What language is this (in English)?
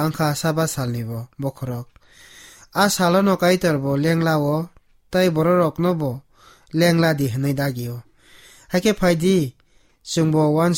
Kok Borok